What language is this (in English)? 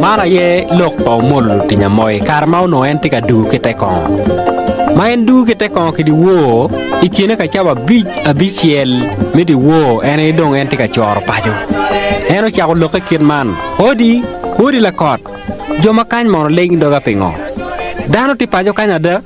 Acoli